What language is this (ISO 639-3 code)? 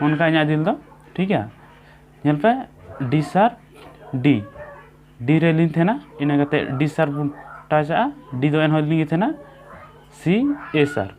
sat